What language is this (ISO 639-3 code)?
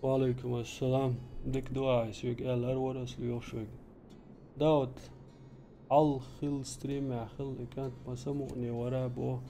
che